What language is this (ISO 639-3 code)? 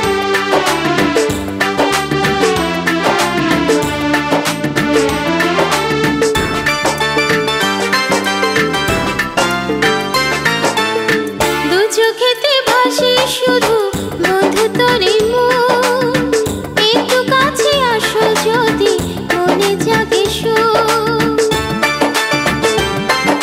ben